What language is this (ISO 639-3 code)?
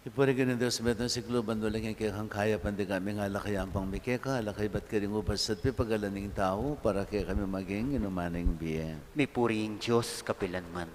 pam